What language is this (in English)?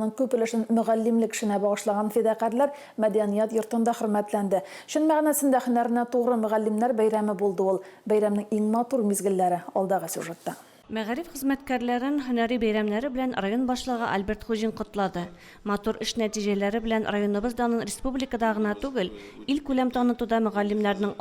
Tatar